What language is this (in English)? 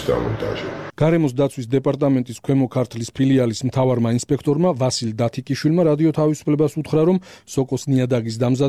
Georgian